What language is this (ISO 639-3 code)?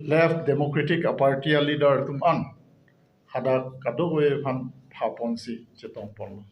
mjw